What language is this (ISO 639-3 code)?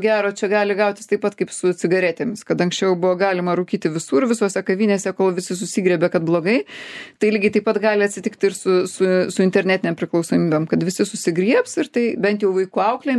lit